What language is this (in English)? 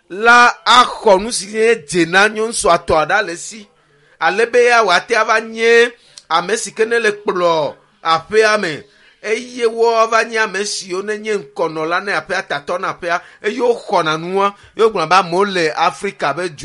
Ewe